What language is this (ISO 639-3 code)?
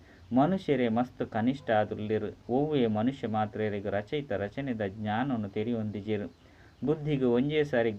tcy